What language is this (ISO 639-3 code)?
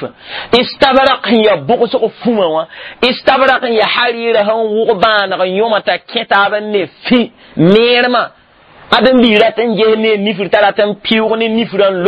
mos